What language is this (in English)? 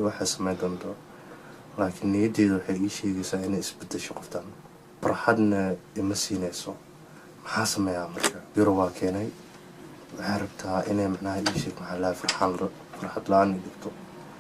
Somali